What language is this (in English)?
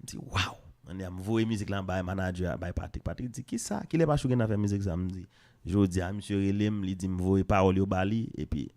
Haitian Creole